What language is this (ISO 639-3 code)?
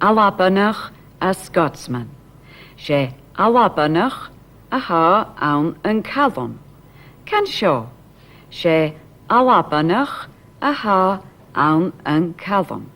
gla